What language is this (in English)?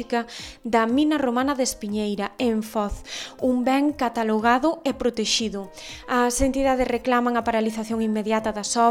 Galician